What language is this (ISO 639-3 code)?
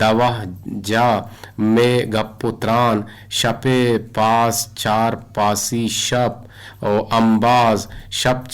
bgp